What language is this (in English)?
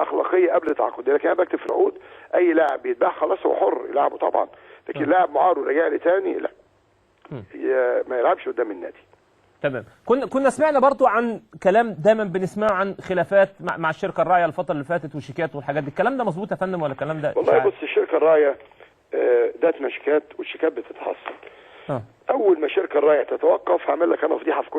Egyptian Arabic